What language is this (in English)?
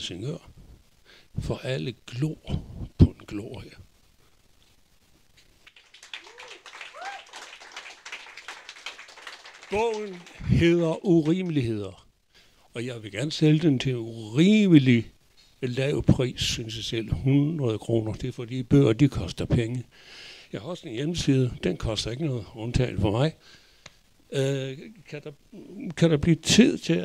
Danish